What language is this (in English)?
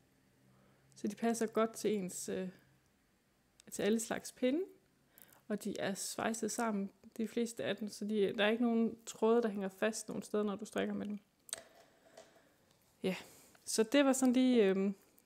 Danish